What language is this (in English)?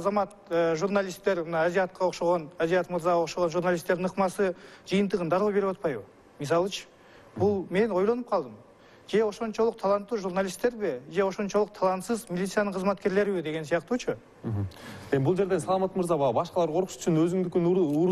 Kyrgyz